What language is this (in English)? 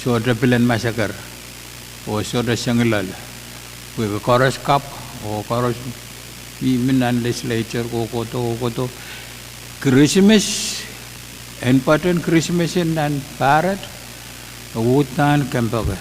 Pohnpeian